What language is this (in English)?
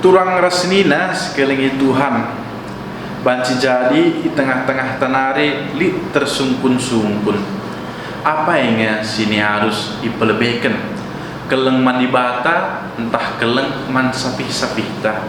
Batak Karo